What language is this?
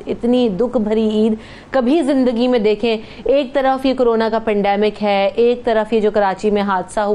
Urdu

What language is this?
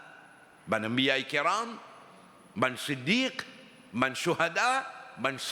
Morisyen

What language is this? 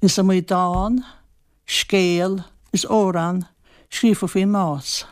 Irish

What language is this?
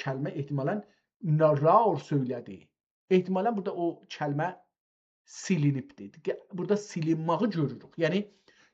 South Azerbaijani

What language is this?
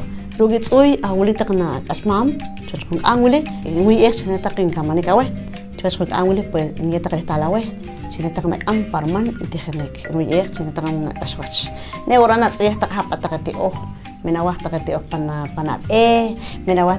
Poqomchi'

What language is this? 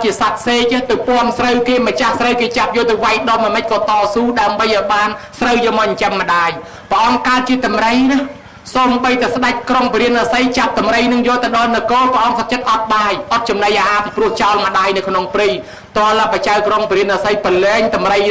Khmer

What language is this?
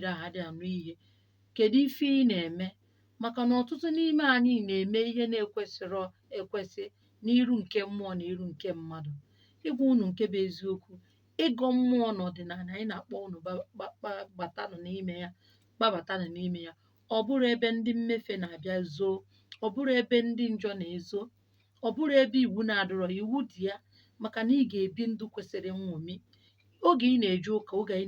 Igbo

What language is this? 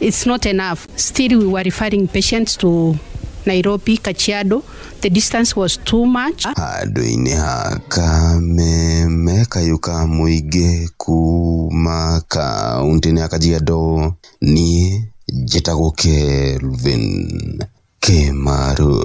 Kikuyu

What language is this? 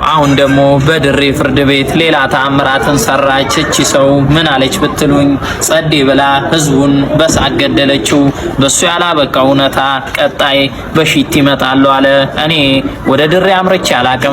Amharic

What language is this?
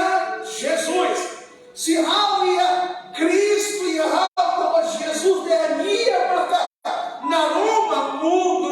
Tetum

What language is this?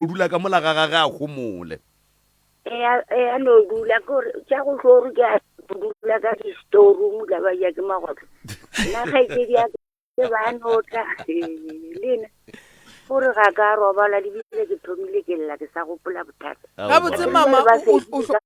Northern Sotho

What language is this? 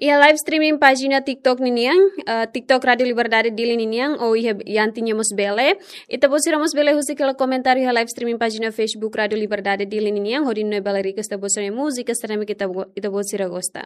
Tetum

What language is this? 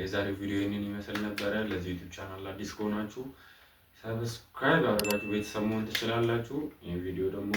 Amharic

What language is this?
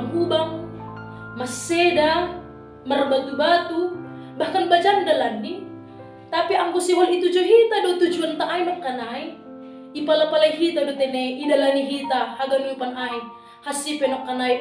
Batak Simalungun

